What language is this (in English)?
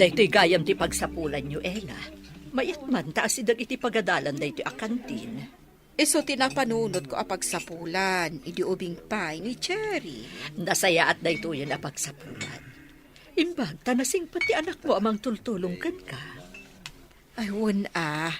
Iloko